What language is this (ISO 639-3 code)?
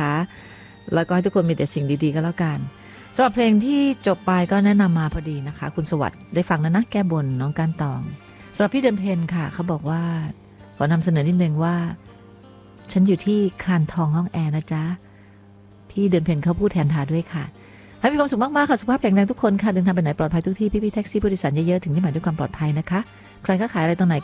tha